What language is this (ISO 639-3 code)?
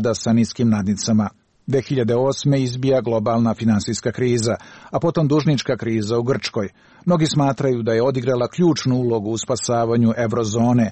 srp